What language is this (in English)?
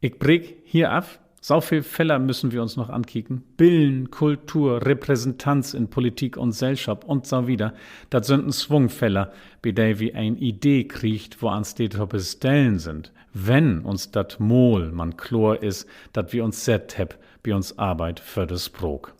Low German